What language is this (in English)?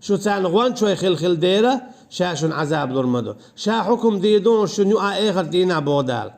Chechen